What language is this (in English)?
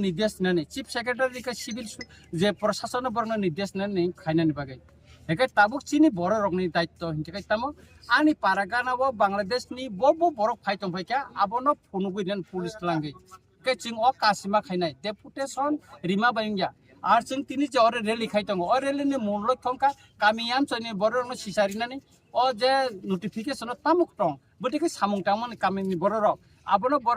Kok Borok